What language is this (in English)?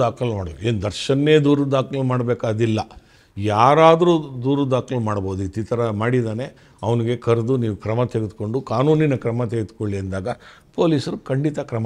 Kannada